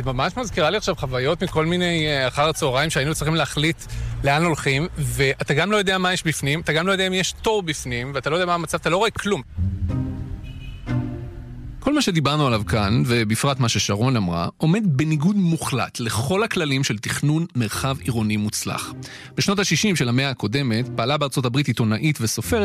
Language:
Hebrew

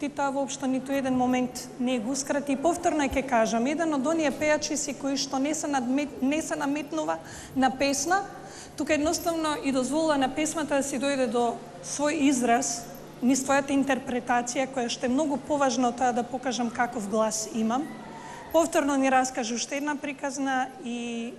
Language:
Macedonian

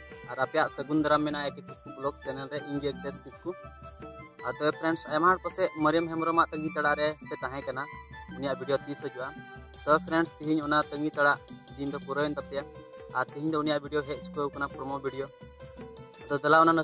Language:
Santali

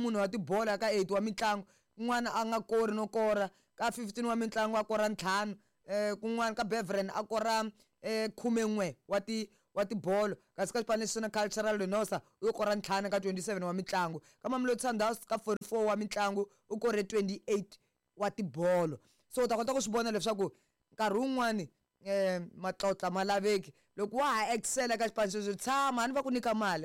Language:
Tsonga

